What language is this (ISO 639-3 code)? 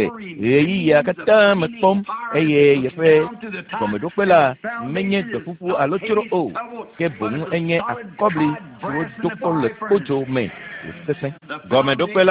ewe